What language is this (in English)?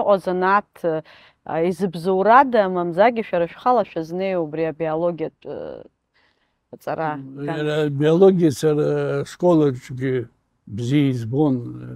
Abkhazian